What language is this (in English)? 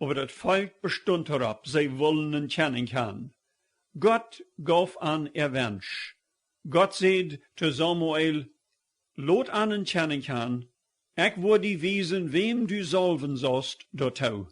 Plautdietsch